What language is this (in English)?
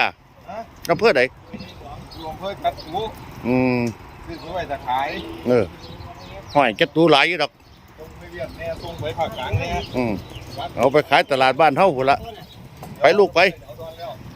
Northeastern Thai